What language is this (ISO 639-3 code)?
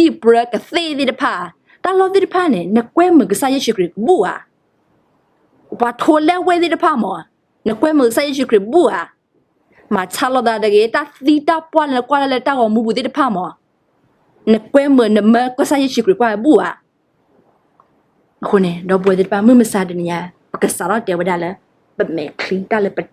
ksw